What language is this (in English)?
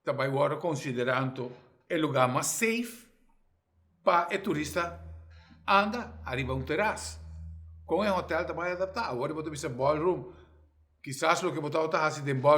Papiamento